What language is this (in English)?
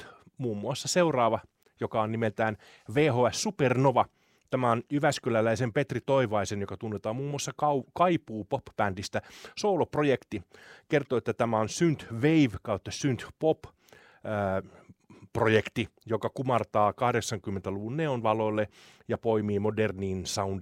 Finnish